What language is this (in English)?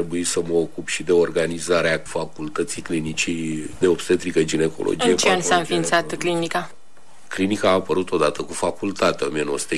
Romanian